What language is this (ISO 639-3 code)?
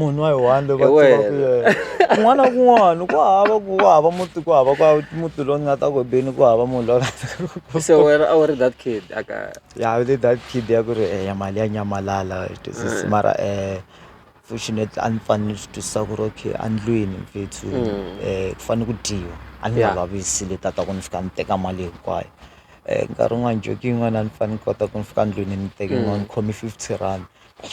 tso